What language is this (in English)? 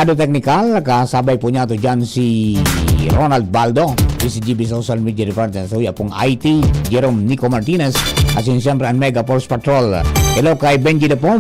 Bikol